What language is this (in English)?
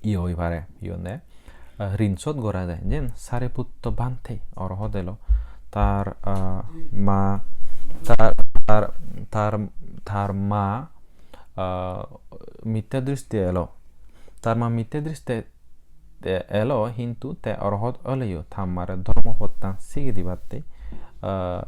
Chakma